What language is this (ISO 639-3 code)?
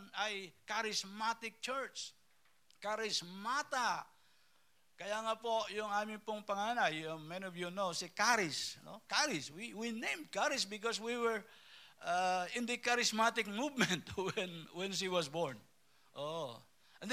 fil